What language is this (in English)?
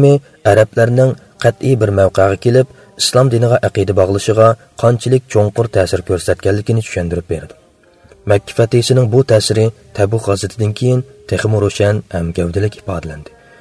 Uyghur